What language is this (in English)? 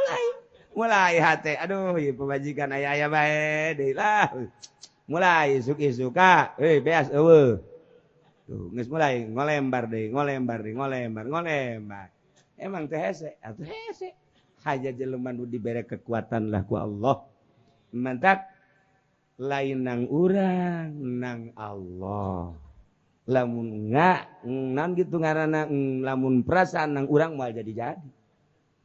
Sundanese